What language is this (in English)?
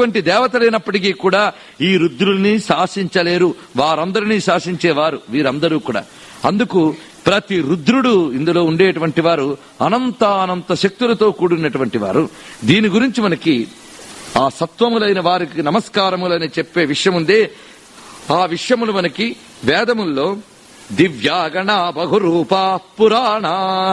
Telugu